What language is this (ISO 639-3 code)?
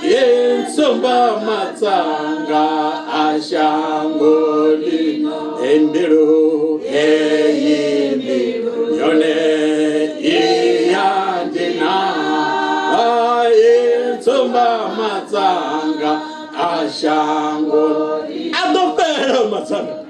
ven